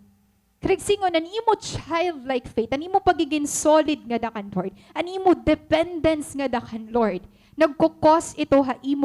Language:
Waray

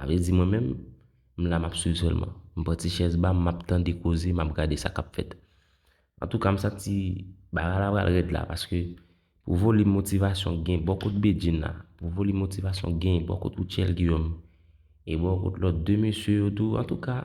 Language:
Haitian Creole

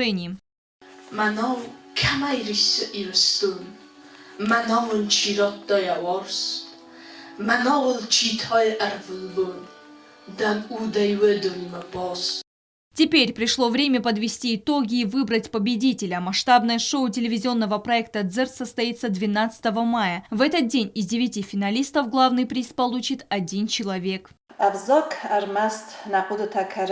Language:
Ossetic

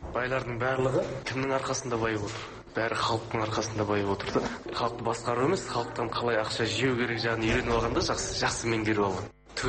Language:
Kazakh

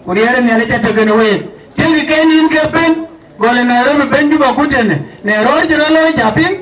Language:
Dinka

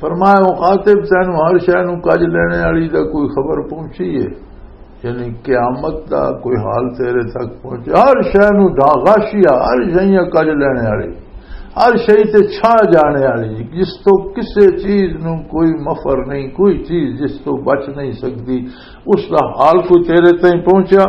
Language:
Western Panjabi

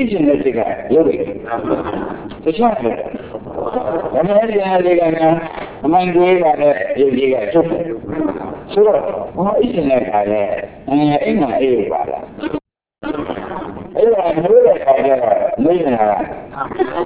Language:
Burmese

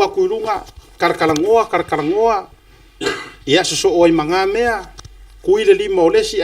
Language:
Samoan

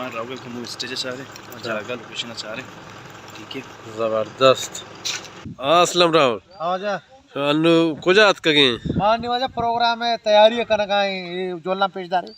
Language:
Baluchi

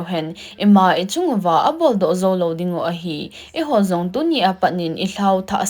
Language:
Thado Chin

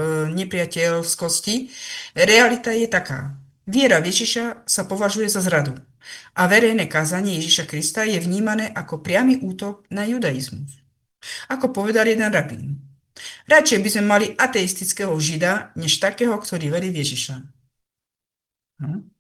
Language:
Slovak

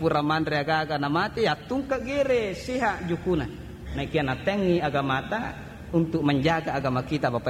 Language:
Buginese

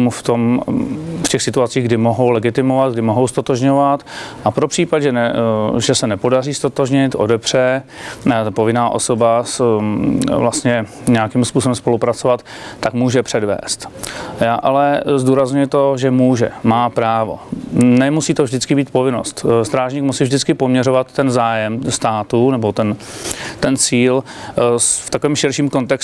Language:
Czech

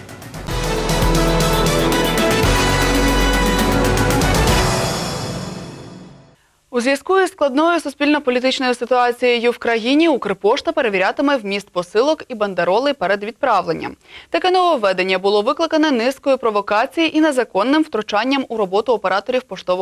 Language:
Ukrainian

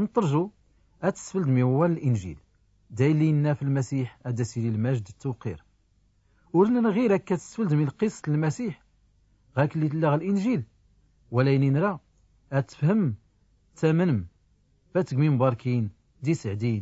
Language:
Tachelhit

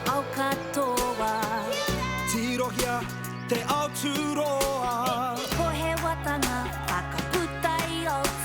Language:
Māori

